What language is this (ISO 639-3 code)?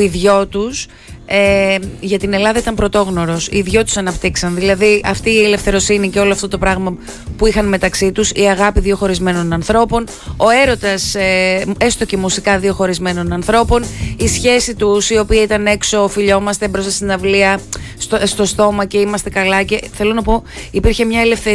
ell